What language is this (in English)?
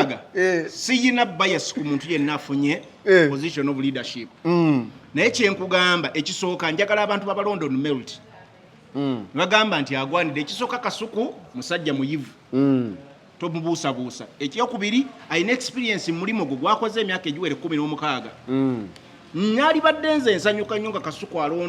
Ganda